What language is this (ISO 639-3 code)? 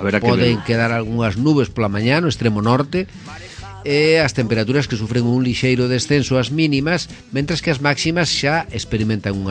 glg